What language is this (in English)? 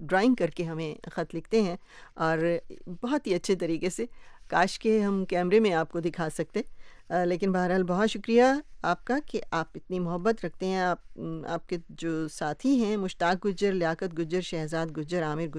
Urdu